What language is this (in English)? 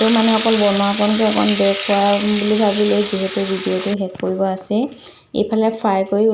Assamese